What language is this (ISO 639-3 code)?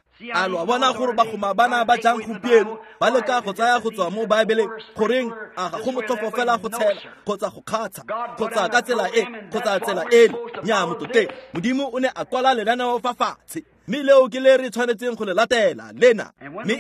tsn